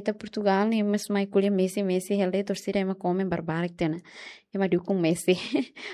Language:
Tetum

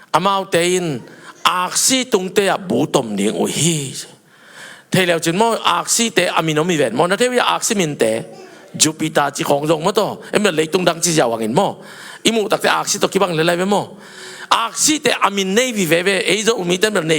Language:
Tedim Chin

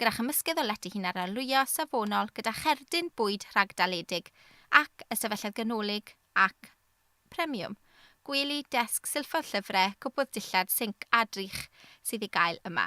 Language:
Welsh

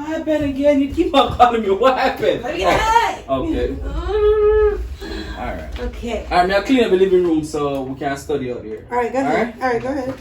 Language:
Jamaican Creole English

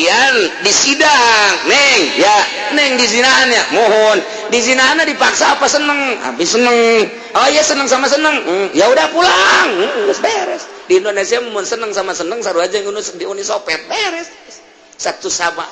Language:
Sundanese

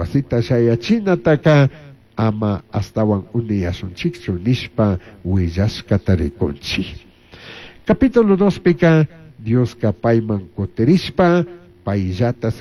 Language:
Chimborazo Highland Quichua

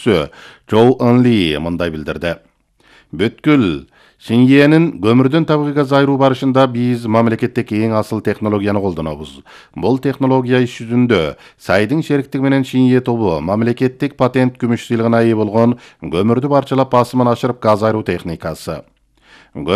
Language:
Kyrgyz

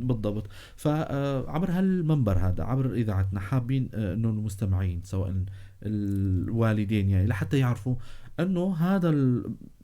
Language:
North Levantine Arabic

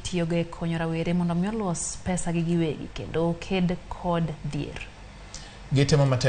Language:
Luo (Kenya and Tanzania)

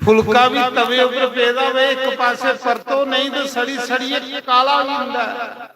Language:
Dogri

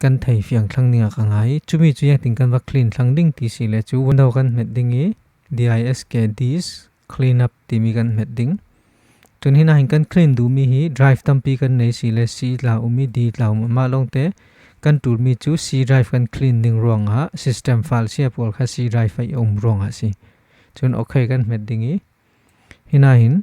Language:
Falam Chin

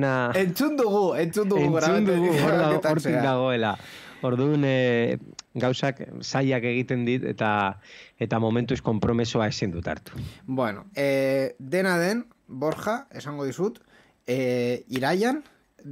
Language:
Basque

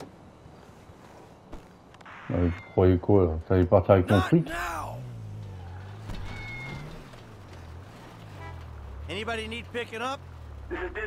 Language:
French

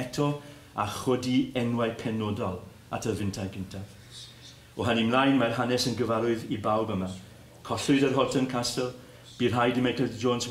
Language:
Welsh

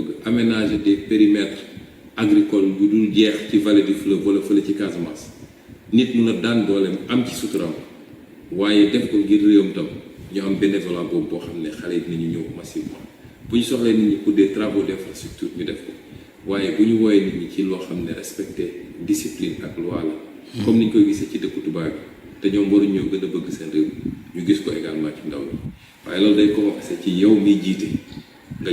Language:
Wolof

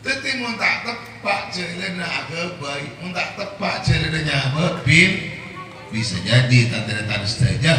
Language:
Madurese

